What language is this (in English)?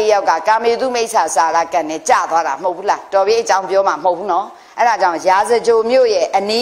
Burmese